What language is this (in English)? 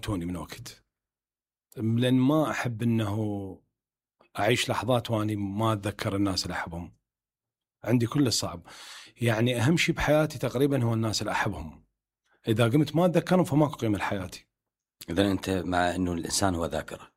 Mesopotamian Arabic